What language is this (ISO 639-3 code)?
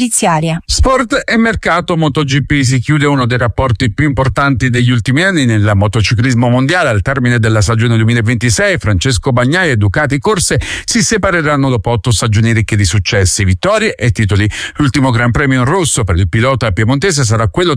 ita